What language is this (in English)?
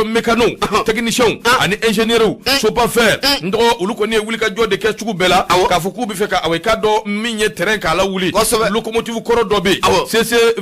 Bambara